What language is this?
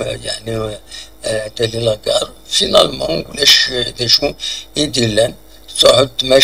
Kabyle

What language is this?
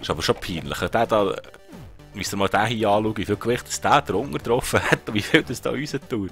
Swiss German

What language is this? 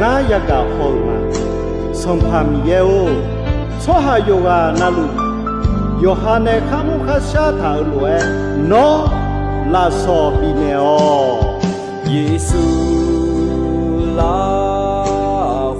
Akha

